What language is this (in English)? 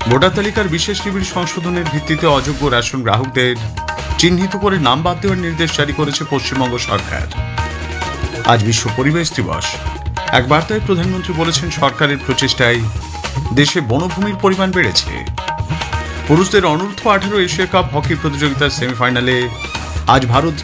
Bangla